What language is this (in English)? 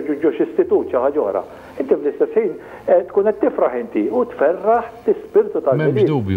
Maltese